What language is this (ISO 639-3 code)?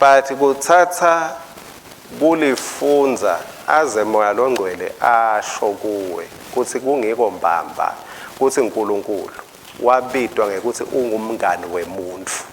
ssw